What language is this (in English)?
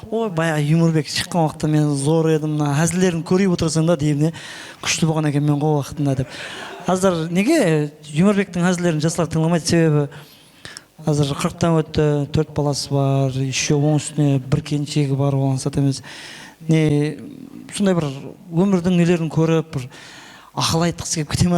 Kara-Kalpak